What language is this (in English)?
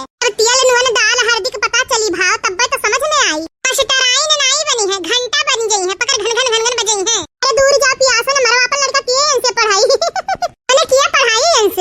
Awadhi